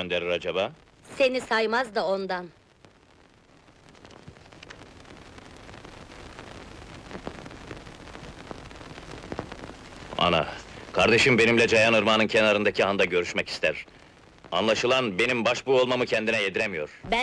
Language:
Turkish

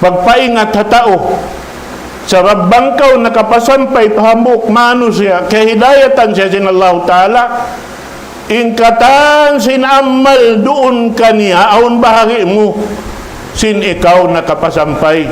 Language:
Tausug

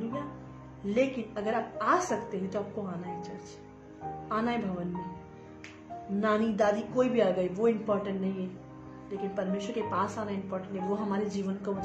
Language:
Hindi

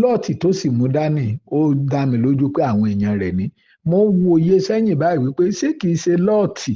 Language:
Yoruba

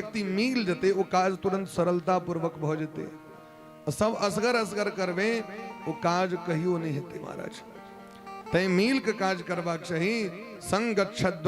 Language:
Maithili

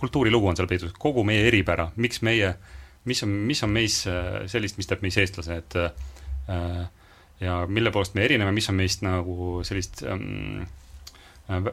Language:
Estonian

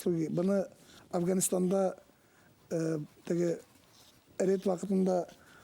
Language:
Bashkir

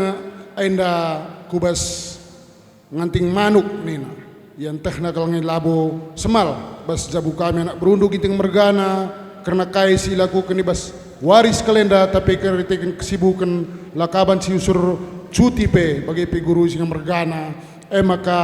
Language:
Batak Karo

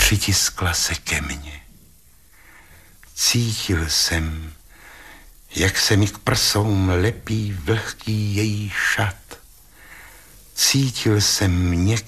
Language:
Czech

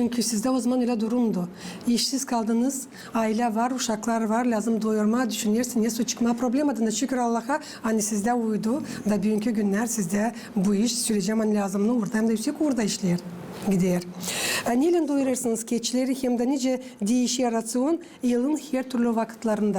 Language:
Gagauz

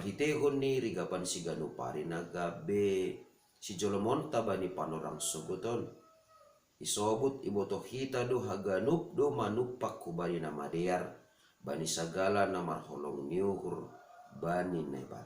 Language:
Batak Simalungun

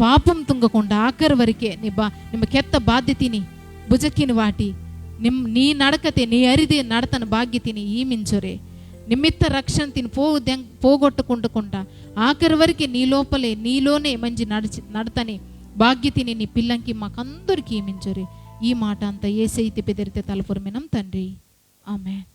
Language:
Koya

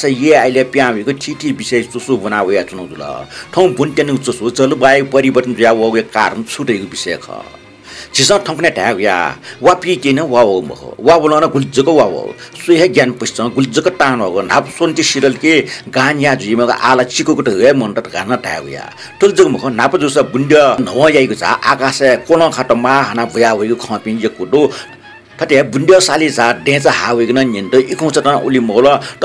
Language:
Newari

